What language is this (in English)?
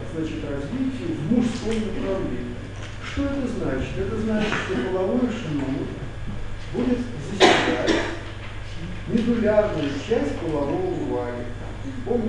Russian